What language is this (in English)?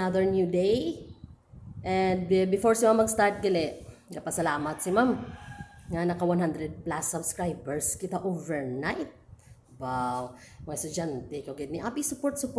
Hiligaynon